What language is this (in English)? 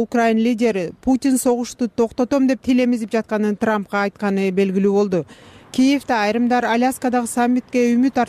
Kyrgyz